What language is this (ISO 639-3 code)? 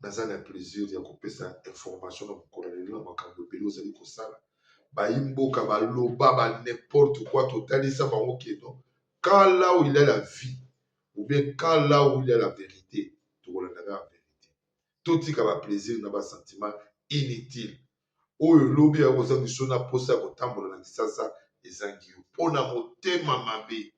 lin